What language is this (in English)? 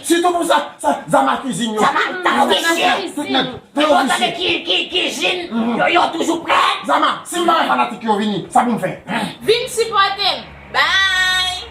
Haitian Creole